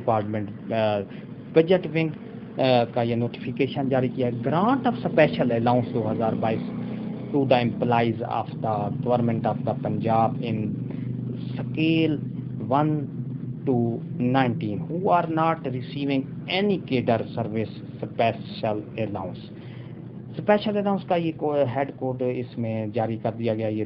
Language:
Urdu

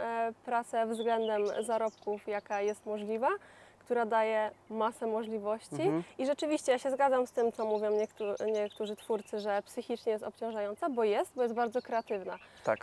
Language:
Polish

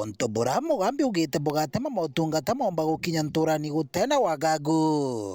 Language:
Meru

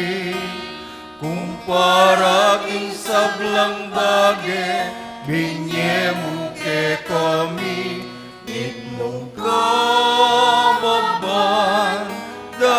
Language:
Pampanga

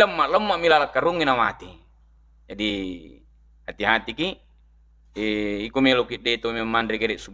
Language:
Buginese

